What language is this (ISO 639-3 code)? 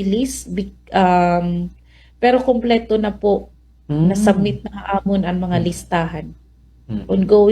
war